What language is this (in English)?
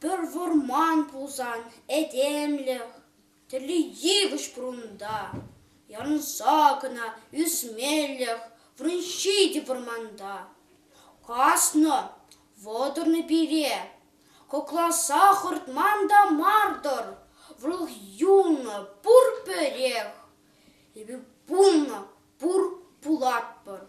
Chuvash